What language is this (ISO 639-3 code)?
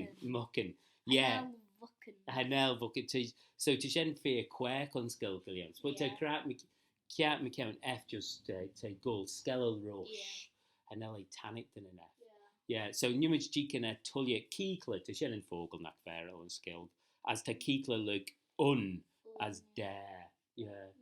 glv